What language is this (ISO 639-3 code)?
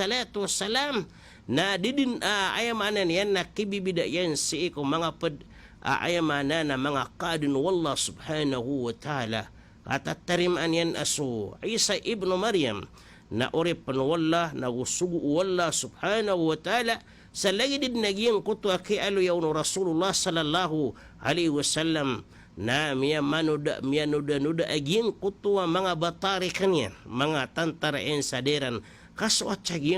mrw